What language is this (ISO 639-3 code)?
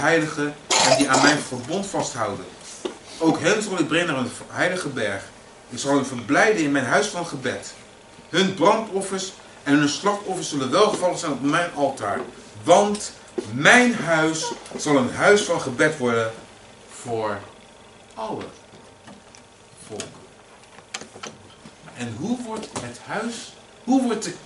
nld